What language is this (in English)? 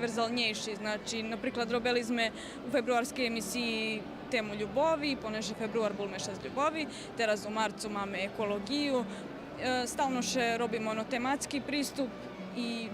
Rusyn